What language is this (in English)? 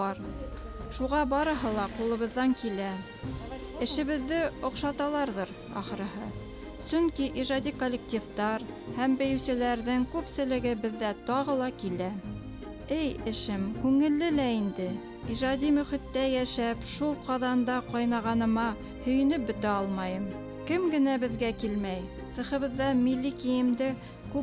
Bashkir